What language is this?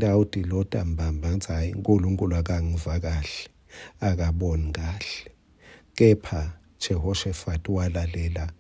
Swati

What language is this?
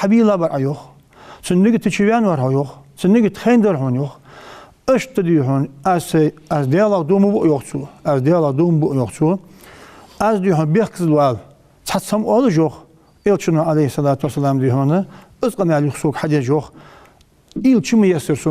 Ingush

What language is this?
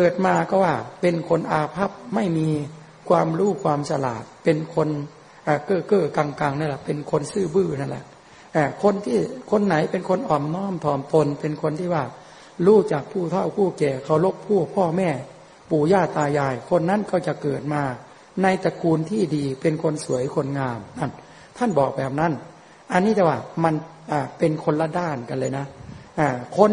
Thai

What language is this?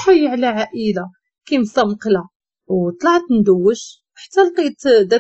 Moroccan Arabic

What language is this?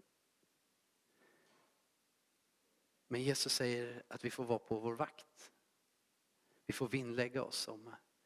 Swedish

